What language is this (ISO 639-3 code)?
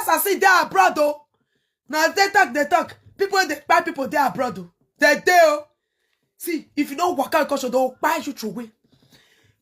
pcm